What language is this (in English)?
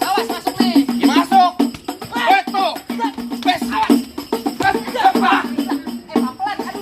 Betawi